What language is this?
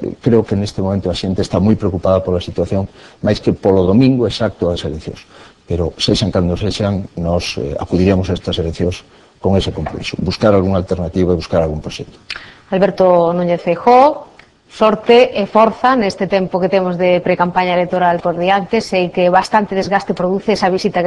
Galician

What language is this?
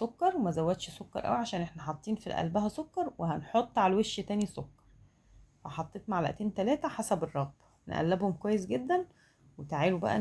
Egyptian Arabic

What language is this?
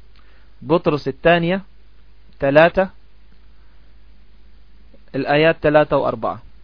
Arabic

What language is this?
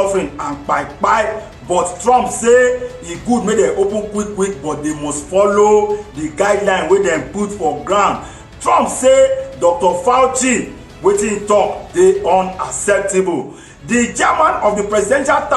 Nigerian Pidgin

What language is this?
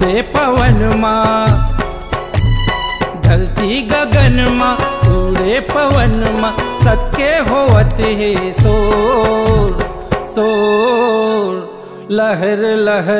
Chhattisgarhi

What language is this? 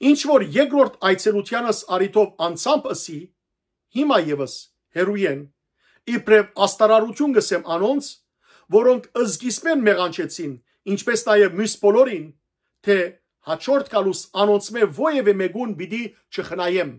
Western Armenian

